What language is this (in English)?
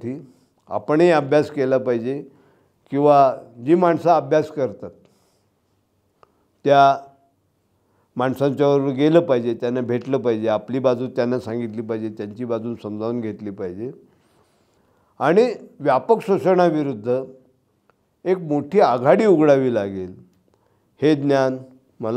Marathi